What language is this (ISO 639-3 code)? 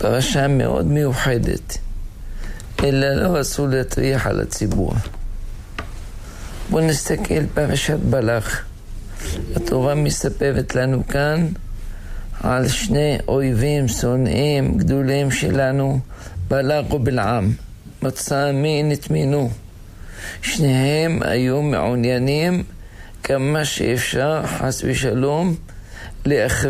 heb